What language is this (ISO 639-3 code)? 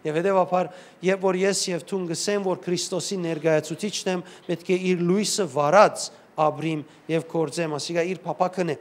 hyw